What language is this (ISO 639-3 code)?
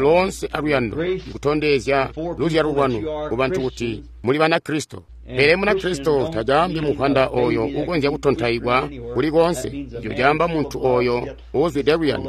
toi